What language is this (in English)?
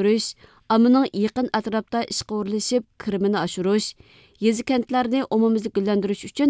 Uyghur